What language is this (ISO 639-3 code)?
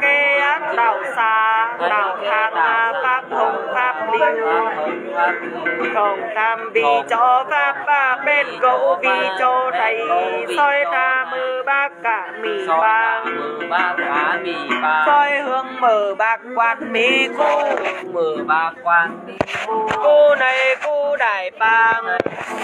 vie